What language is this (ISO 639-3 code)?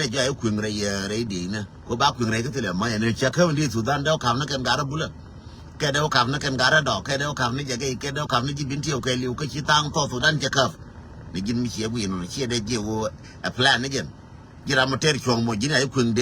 nus